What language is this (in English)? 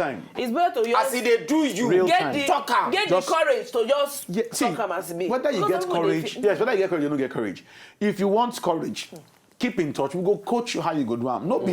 Nigerian Pidgin